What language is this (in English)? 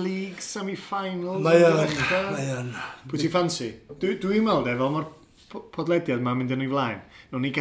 Welsh